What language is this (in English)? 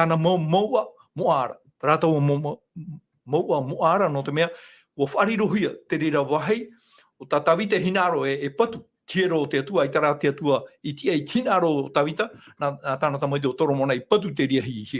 Tahitian